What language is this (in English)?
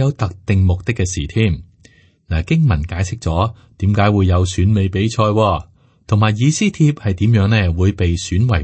Cantonese